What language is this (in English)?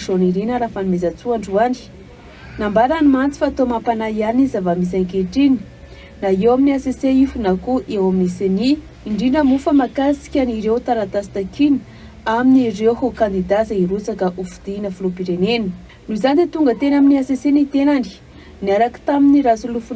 Malagasy